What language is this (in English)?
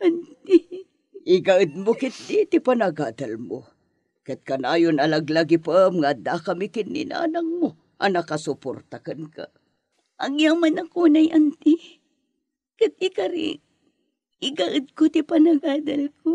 Iloko